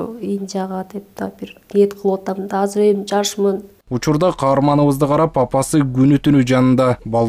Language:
Kyrgyz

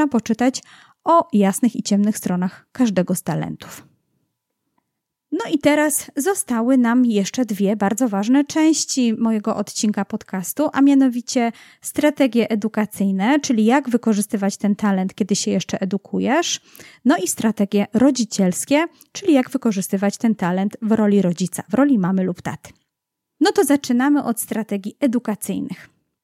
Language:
Polish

